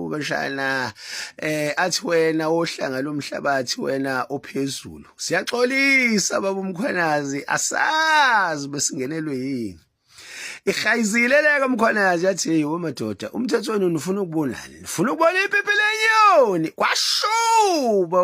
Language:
Zulu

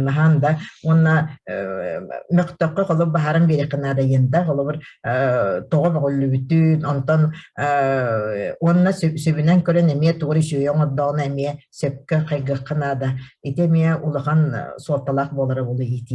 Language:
Yakut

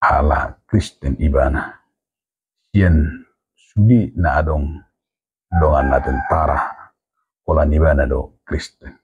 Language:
Batak Toba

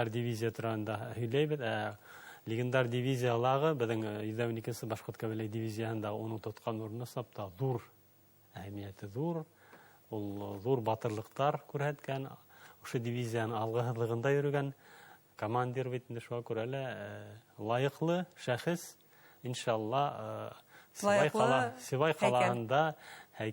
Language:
Bashkir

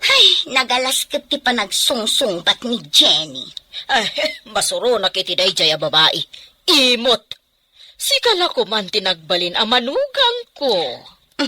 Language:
Iloko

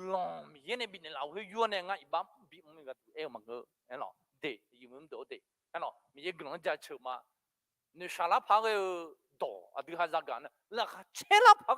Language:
Akha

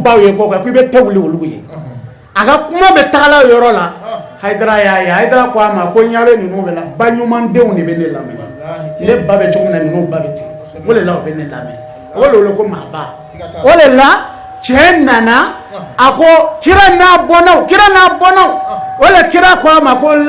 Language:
Bambara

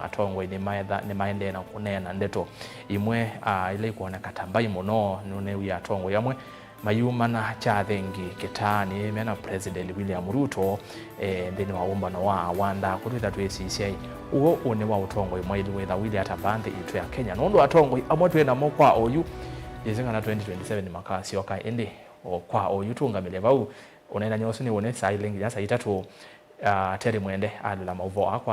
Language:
Kamba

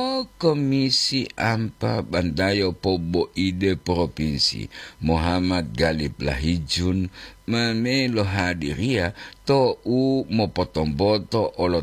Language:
Gorontalo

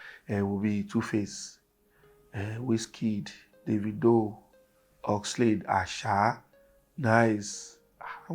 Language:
Yoruba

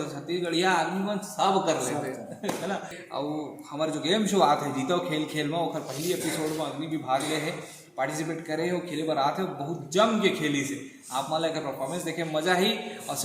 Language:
Chhattisgarhi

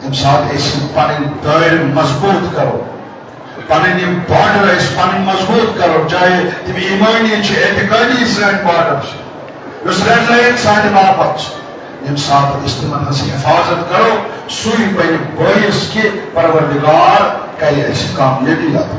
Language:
Kashmiri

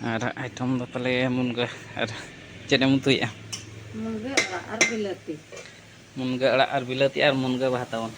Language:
Santali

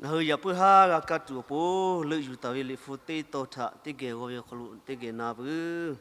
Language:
Lahu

